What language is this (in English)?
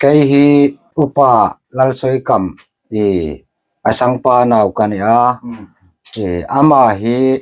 Hmar